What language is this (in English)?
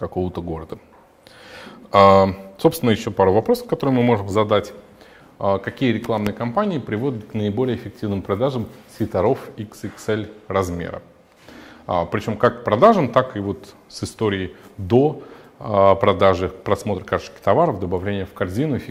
Russian